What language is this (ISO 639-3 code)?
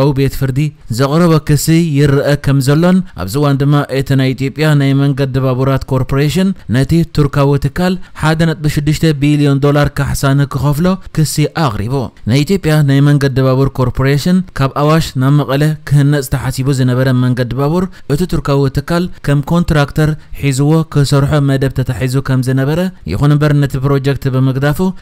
tir